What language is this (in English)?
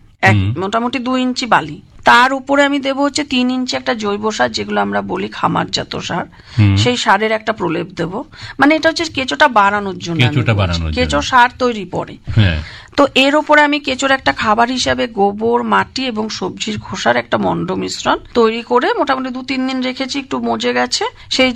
Bangla